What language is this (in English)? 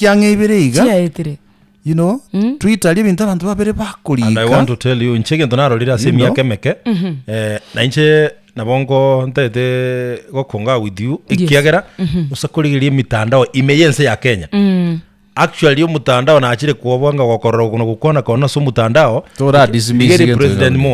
Gusii